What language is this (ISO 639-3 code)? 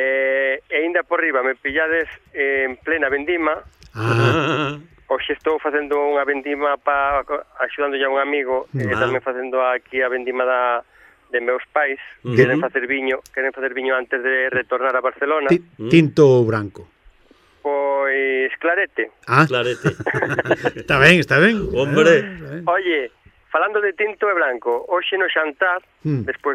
glg